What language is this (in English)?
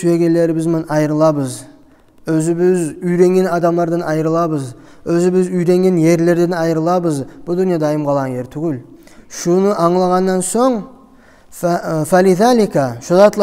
Kumyk